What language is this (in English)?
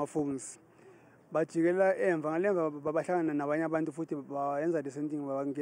Zulu